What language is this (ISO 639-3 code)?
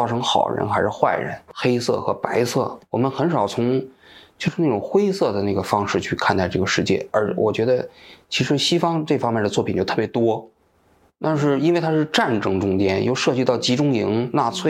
zho